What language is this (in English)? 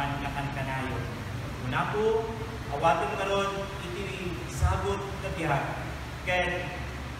Iloko